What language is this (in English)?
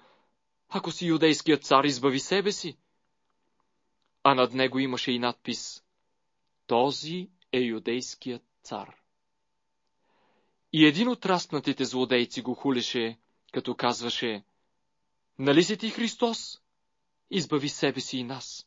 Bulgarian